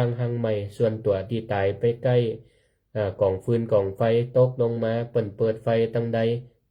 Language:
Northern Thai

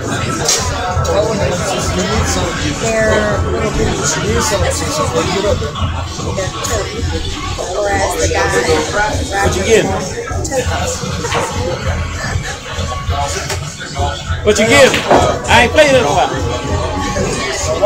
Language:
English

